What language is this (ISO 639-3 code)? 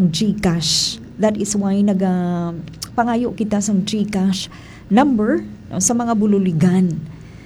hil